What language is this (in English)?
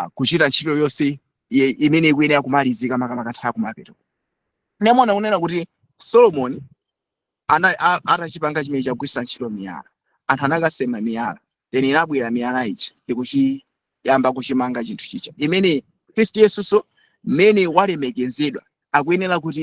Nyanja